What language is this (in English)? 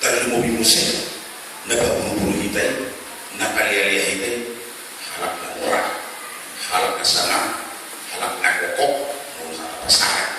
Batak Toba